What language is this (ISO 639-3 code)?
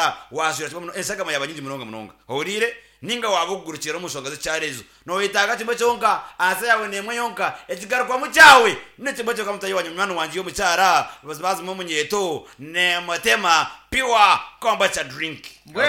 nyn